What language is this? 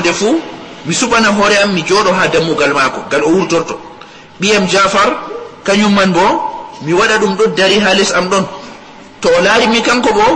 Fula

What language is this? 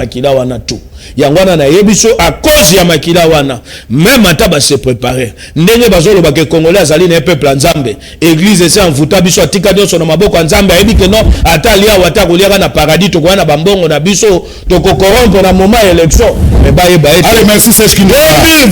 Lingala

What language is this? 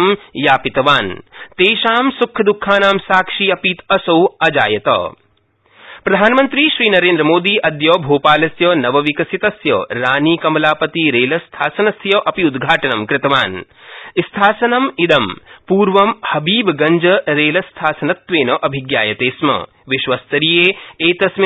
Sanskrit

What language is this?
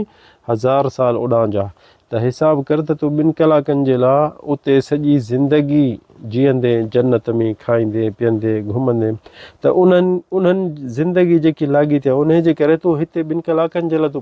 Sindhi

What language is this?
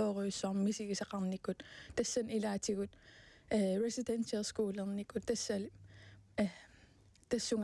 Kalaallisut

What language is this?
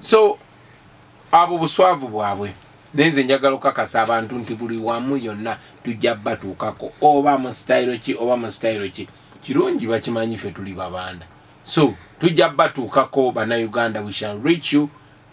Ganda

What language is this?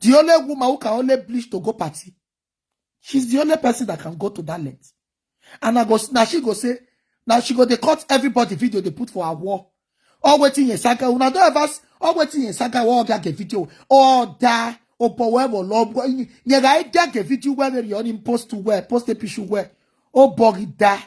Nigerian Pidgin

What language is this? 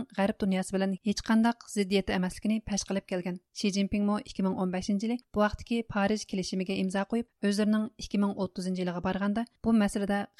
Uyghur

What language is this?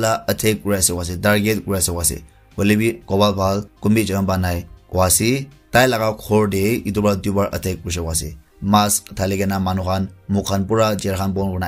Naga Pidgin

